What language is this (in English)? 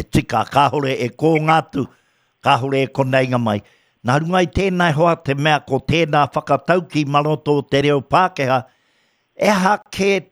Māori